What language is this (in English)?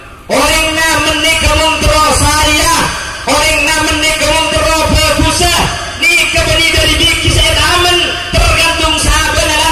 Madurese